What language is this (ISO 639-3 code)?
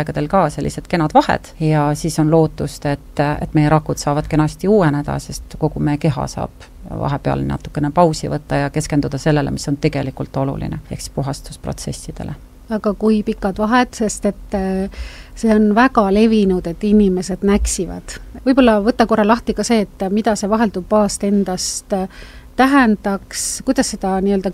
est